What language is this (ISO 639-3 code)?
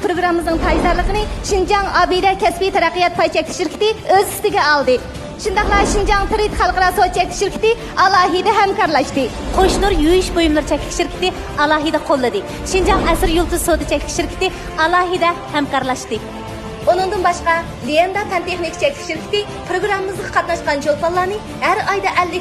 uig